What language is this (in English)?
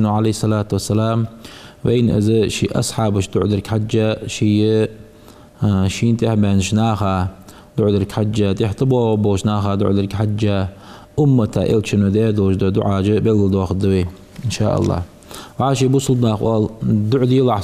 Ingush